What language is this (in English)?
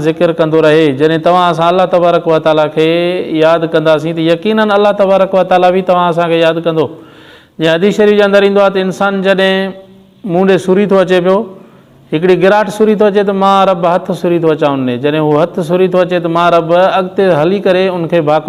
Sindhi